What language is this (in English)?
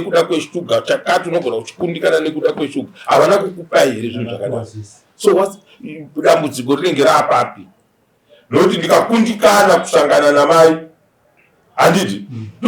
Shona